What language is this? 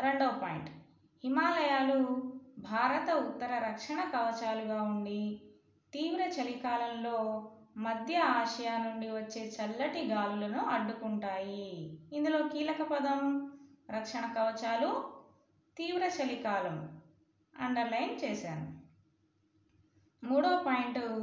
Telugu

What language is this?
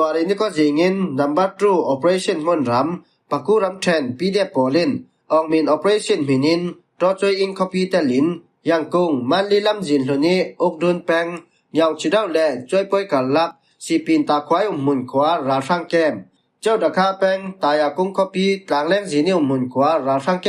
Falam Chin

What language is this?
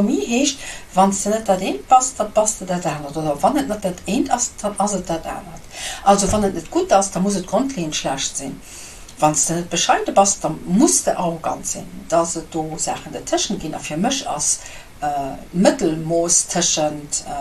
Luxembourgish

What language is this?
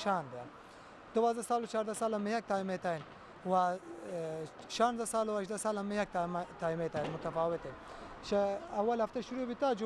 Baluchi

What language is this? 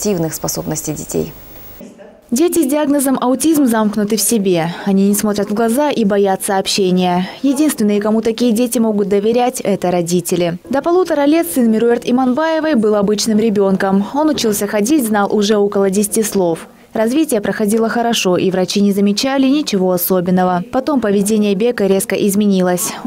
Russian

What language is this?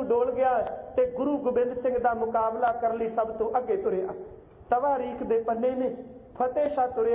Punjabi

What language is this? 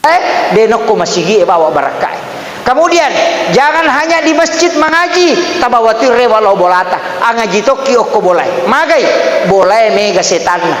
Buginese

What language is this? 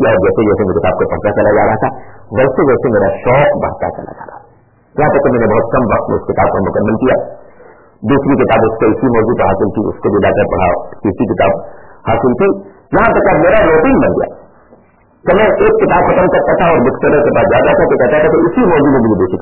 Urdu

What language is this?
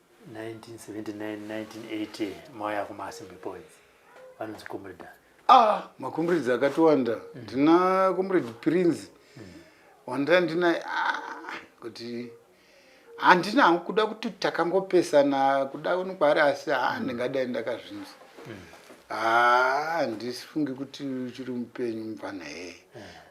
Shona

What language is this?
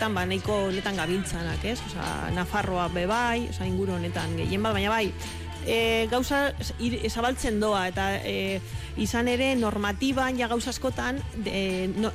Basque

